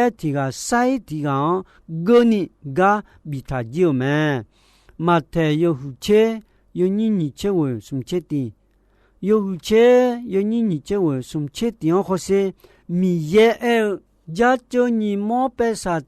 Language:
Akha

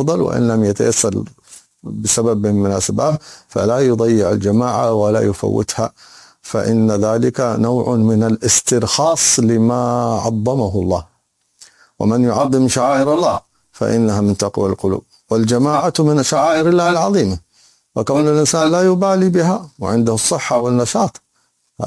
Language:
Arabic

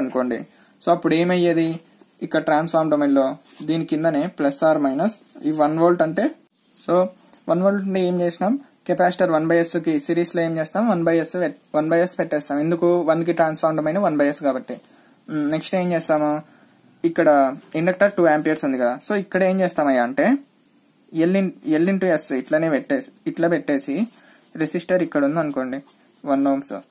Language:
Telugu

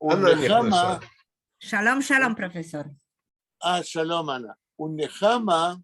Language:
Yiddish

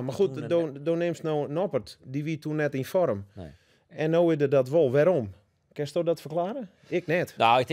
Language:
Western Frisian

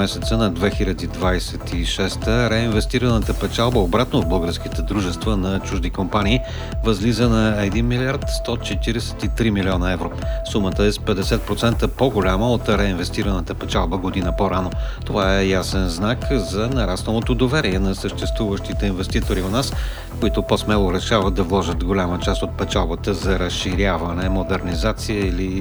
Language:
Bulgarian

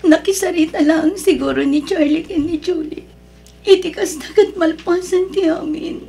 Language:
Iloko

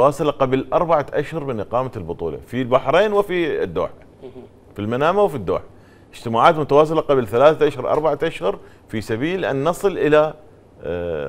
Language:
Mesopotamian Arabic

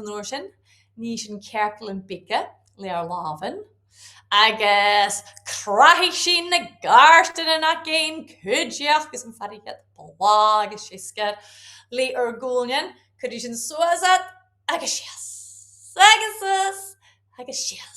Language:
Scottish Gaelic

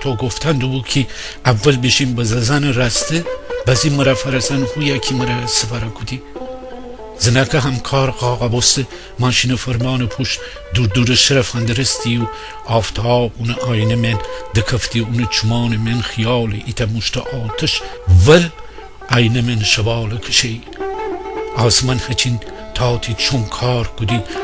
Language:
Gilaki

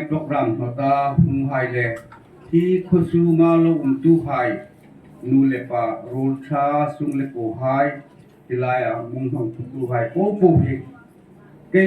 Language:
Hmar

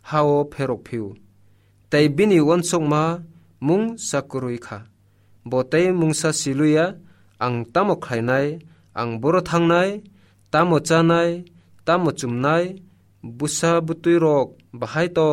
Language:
Kok Borok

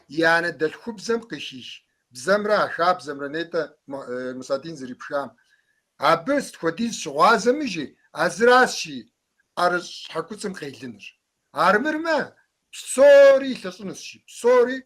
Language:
Kabardian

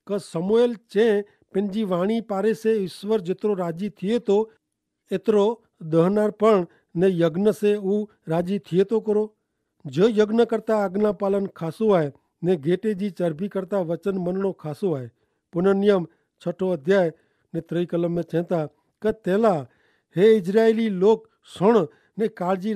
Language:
Kachhi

